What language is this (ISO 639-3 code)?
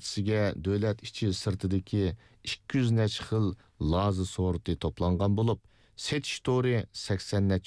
uig